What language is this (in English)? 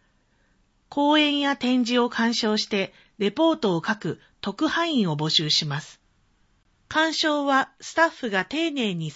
Japanese